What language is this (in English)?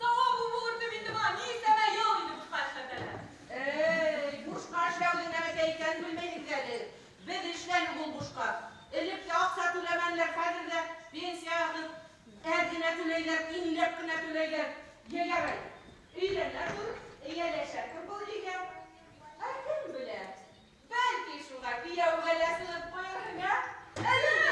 Bashkir